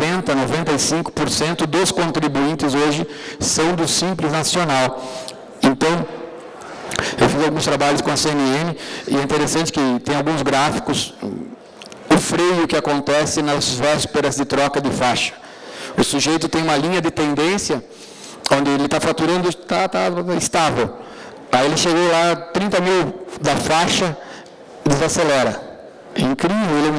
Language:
Portuguese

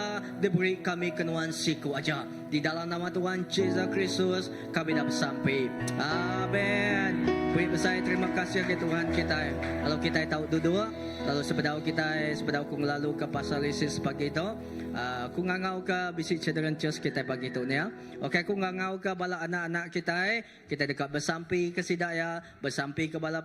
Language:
Iban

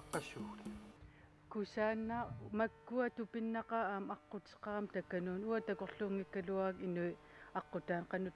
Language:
Kalaallisut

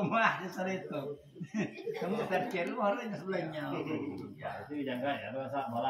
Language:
Iban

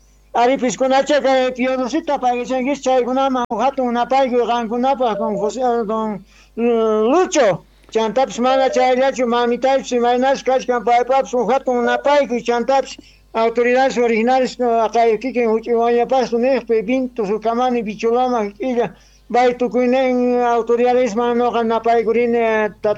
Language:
Quechua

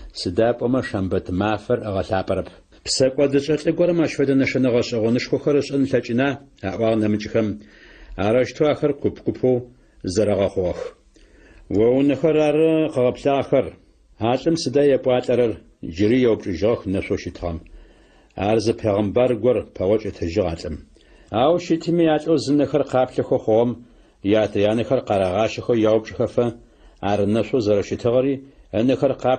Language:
Adyghe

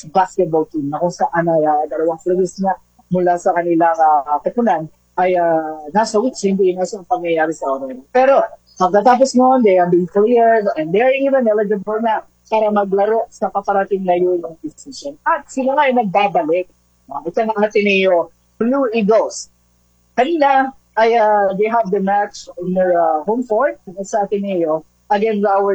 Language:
Filipino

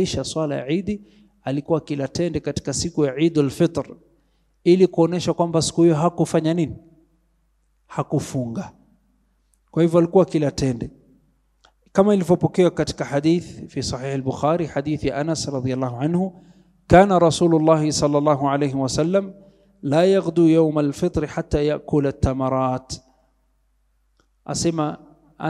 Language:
Swahili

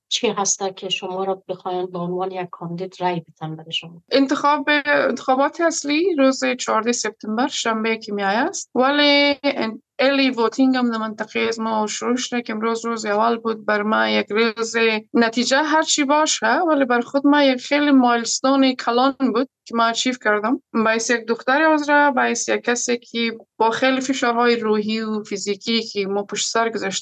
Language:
Persian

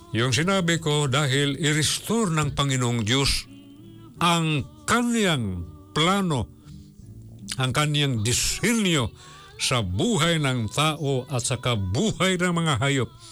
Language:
Filipino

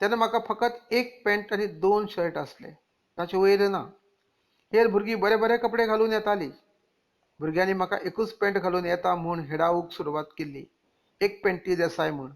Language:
Konkani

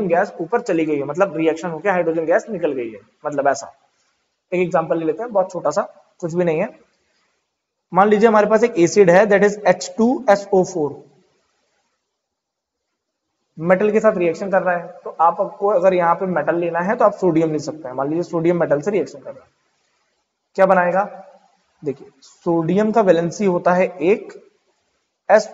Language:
Hindi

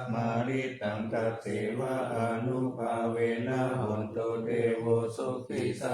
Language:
Pali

